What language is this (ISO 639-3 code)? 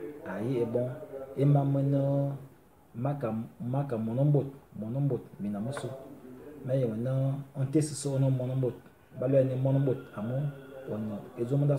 fan